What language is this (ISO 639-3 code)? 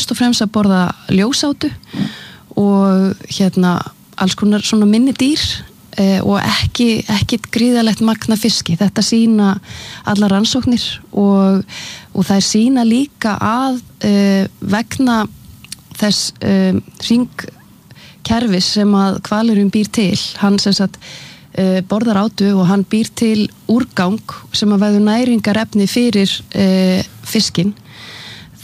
isl